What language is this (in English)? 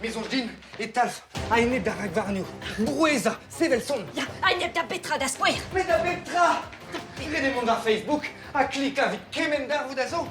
Breton